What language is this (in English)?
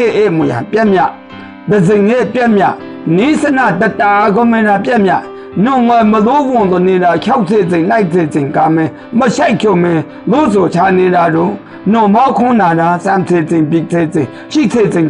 Maru